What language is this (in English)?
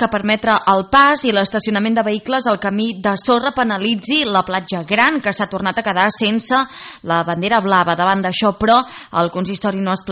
Catalan